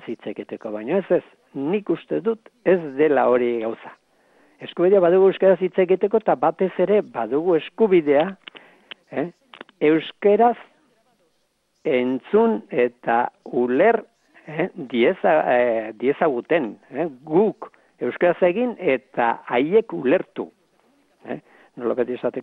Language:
Basque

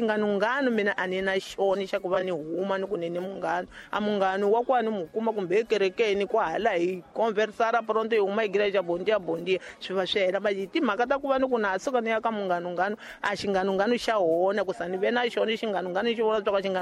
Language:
Tsonga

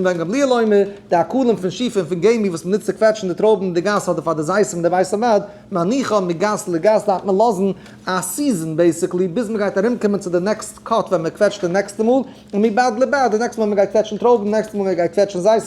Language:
Yiddish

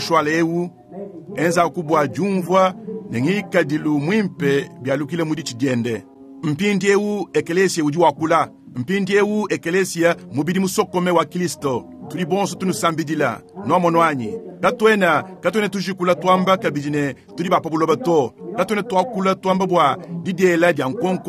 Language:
Luba-Lulua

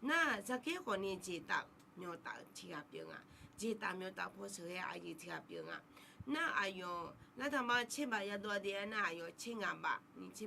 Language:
Akha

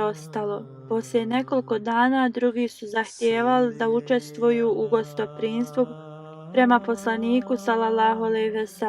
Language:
Bosnian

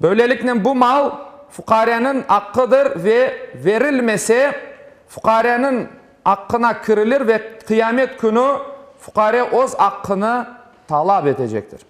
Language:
Crimean Tatar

